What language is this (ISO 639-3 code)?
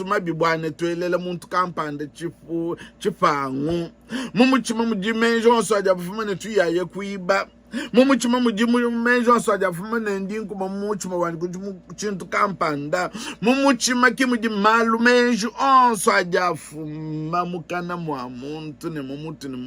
lua